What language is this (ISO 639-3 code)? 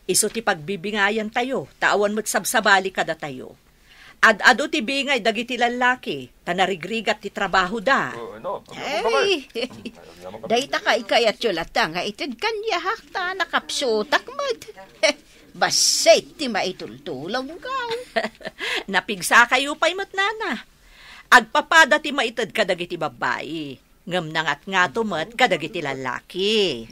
ilo